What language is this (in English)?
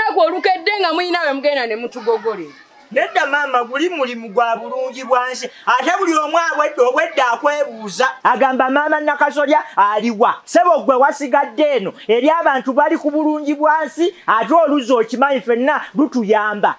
Ganda